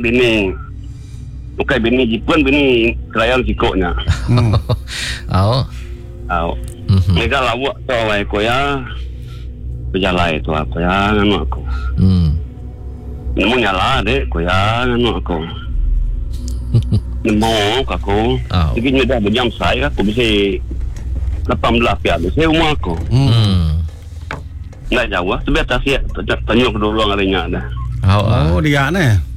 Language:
Iban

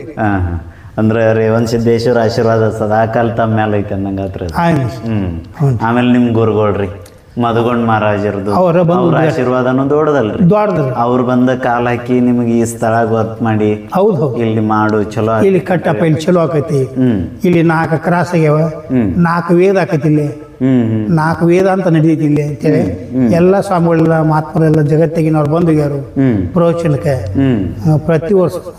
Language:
Kannada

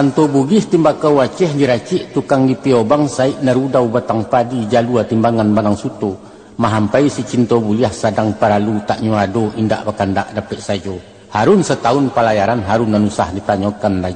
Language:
Minangkabau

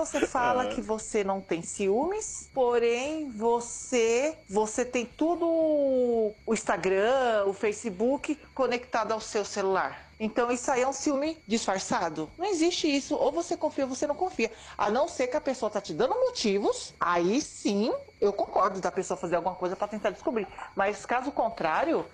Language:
Portuguese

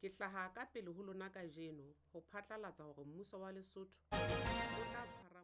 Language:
Southern Sotho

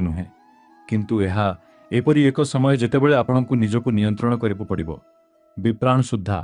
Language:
Odia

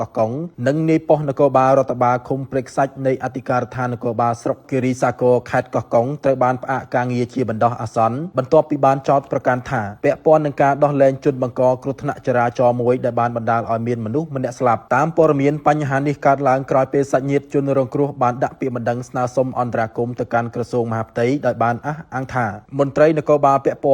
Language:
Khmer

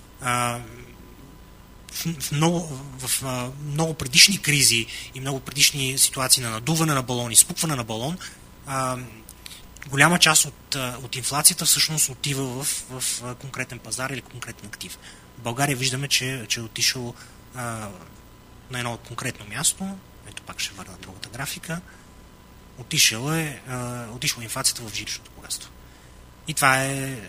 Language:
Bulgarian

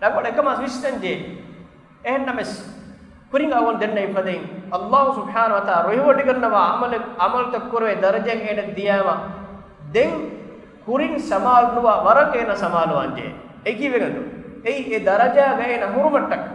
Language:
Divehi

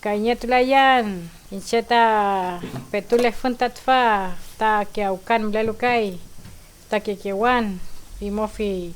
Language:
Mapuche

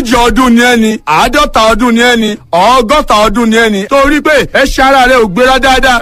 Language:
Yoruba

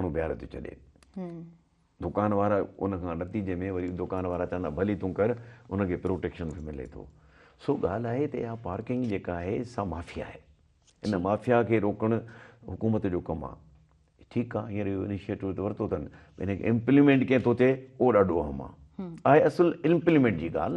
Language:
Sindhi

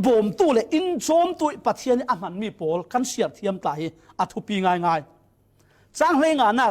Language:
Falam Chin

